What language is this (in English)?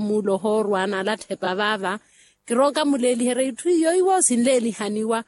Makhuwa